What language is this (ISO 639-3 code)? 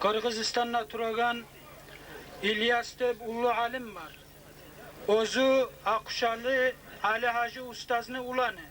kum